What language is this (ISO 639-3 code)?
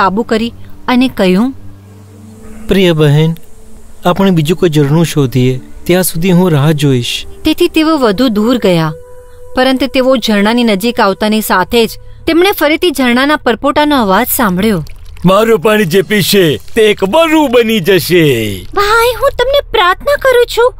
guj